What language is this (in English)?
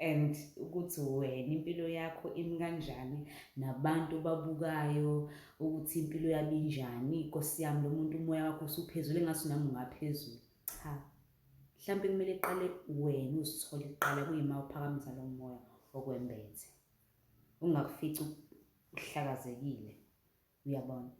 Zulu